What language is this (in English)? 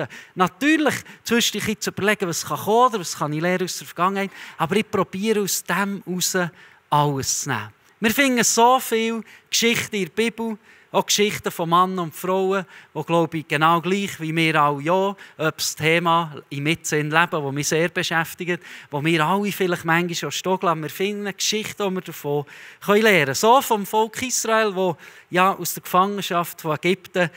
Swiss German